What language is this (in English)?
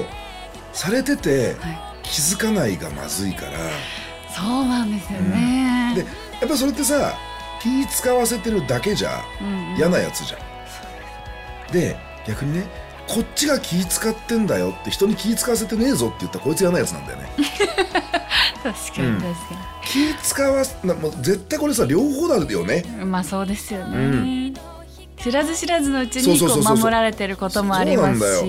Japanese